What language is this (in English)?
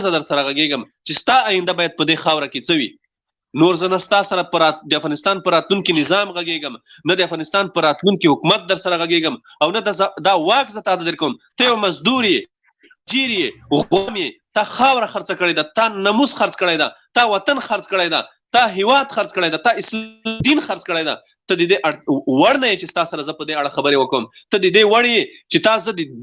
Pashto